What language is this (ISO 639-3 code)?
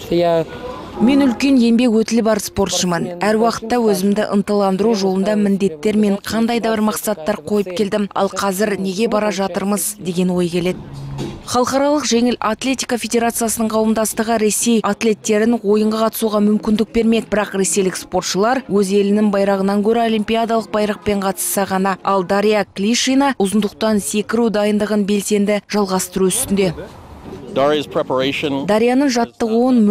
kaz